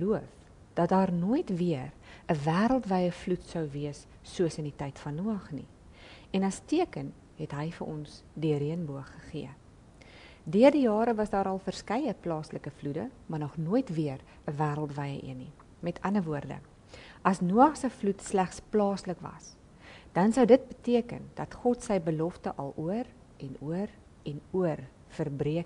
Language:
Afrikaans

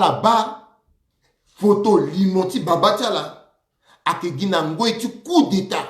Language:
Sango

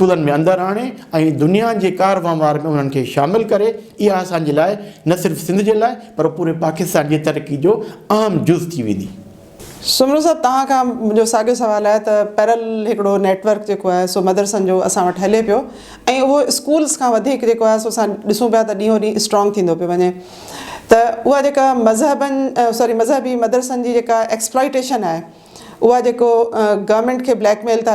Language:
Sindhi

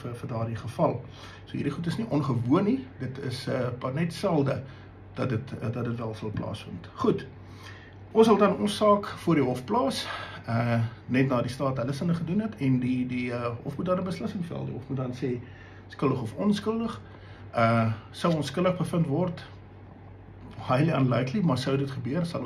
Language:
Afrikaans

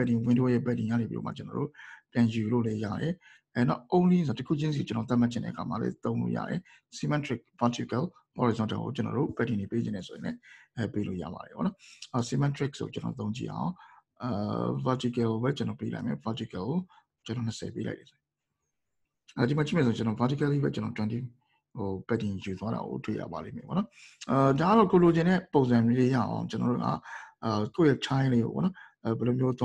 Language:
Burmese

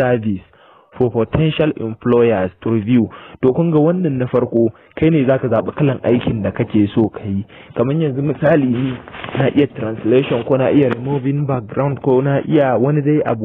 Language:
Hausa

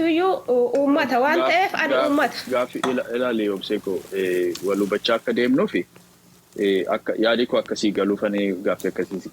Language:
Oromo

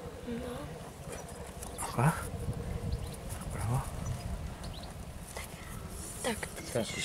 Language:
Czech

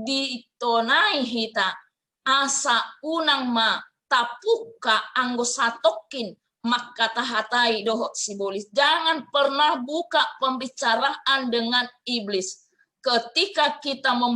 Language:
Batak Toba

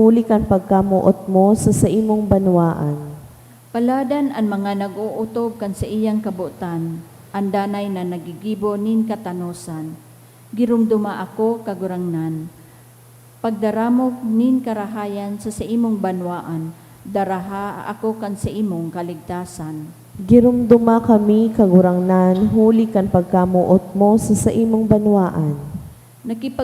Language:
Bikol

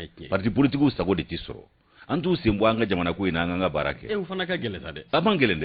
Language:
Bambara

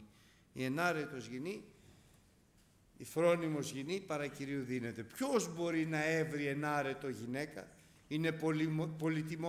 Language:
Greek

